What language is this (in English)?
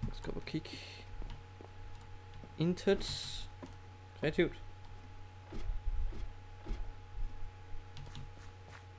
Danish